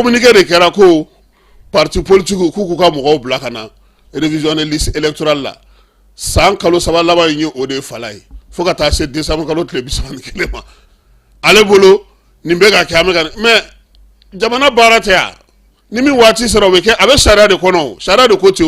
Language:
Bambara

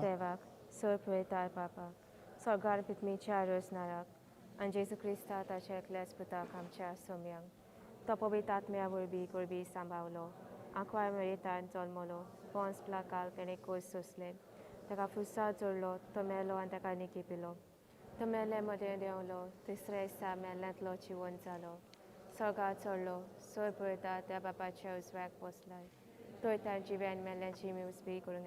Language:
Konkani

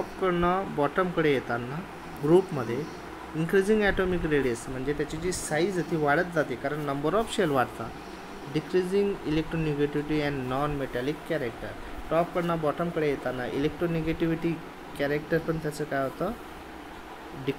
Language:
Marathi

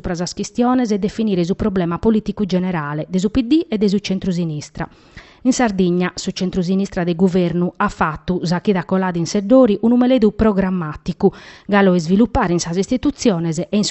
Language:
Sardinian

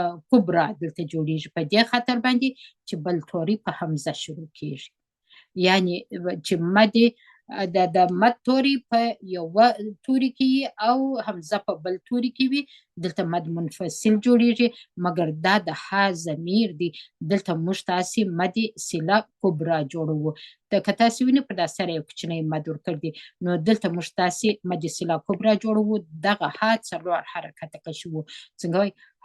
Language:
Pashto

